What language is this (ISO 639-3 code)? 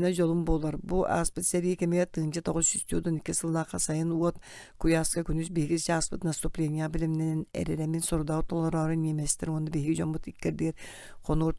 sah